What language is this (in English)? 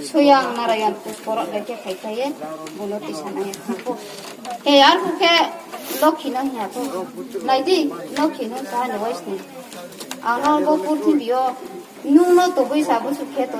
Riang (India)